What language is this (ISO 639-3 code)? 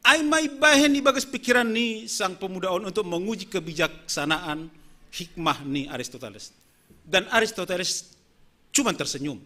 bts